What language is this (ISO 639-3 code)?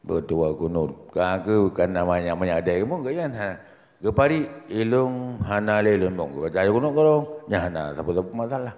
ace